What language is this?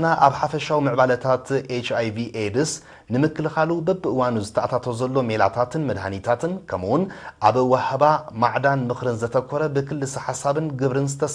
Tigrinya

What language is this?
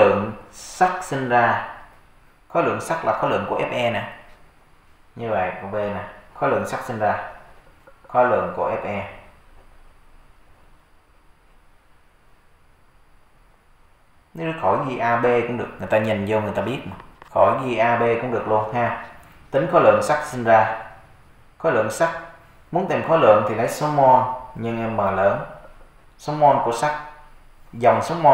Vietnamese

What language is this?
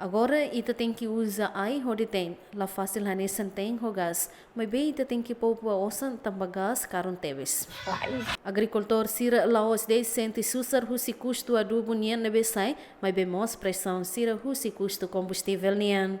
Tetum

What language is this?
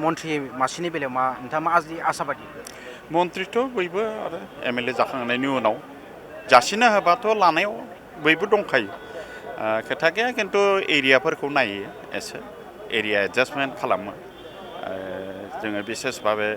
Bodo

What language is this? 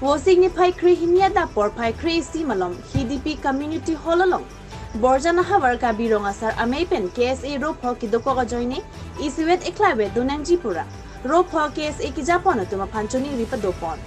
Karbi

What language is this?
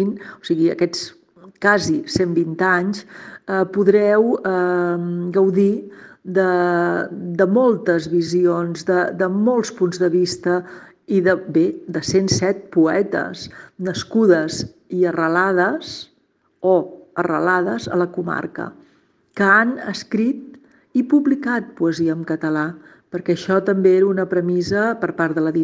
Catalan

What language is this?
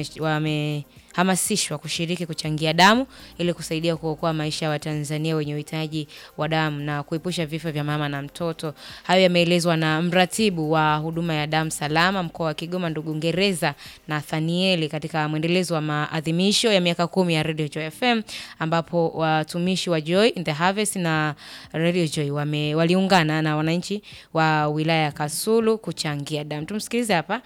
Swahili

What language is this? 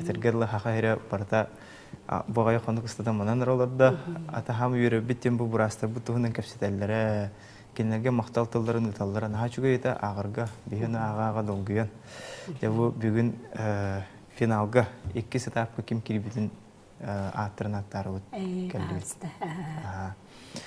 Yakut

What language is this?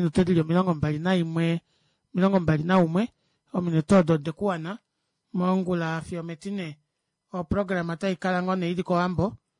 Kuanyama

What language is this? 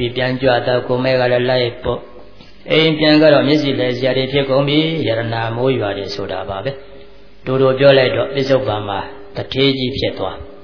Burmese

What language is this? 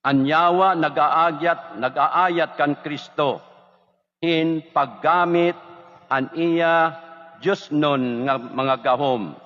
Waray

